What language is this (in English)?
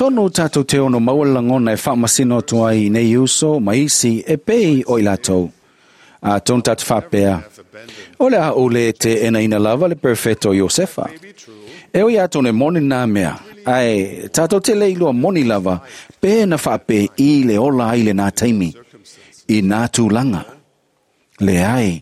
Samoan